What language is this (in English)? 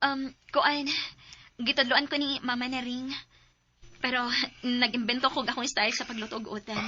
Cebuano